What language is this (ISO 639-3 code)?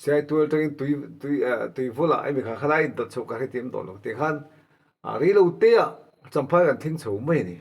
lus